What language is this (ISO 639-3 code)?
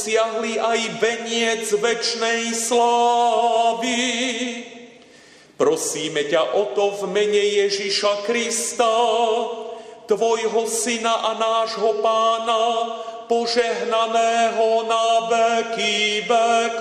slk